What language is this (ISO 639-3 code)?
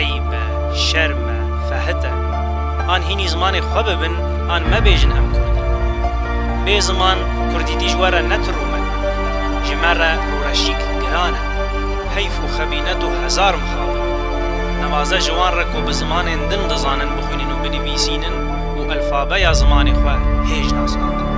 kur